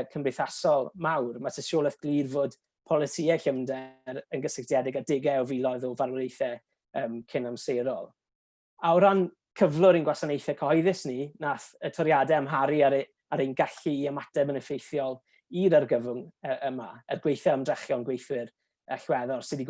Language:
Welsh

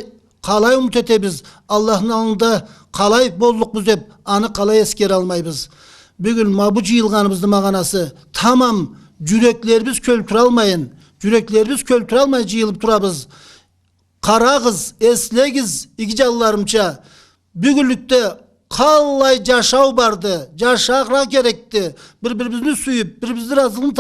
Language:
Karachay-Balkar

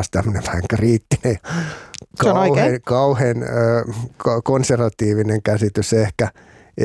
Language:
Finnish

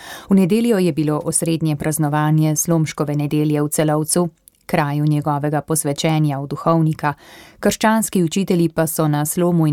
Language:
Slovenian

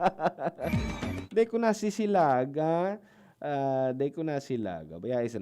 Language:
Bikol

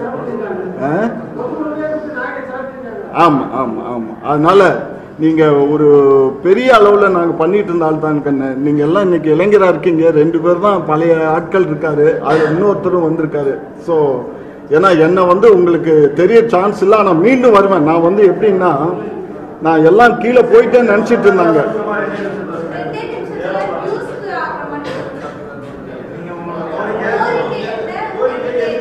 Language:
Tamil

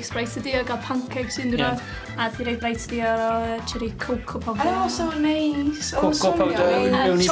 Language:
Welsh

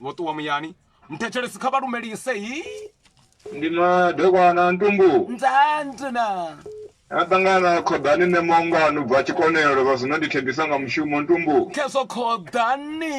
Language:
Venda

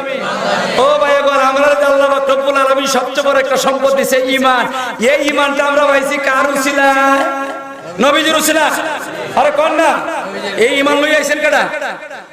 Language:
Sylheti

